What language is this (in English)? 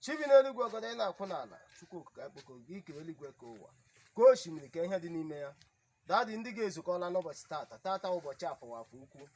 Igbo